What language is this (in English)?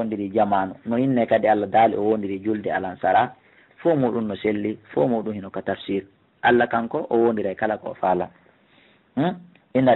Fula